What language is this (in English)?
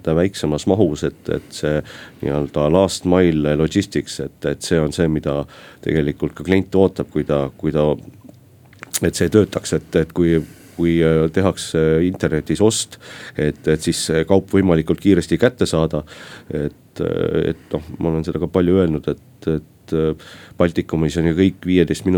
Estonian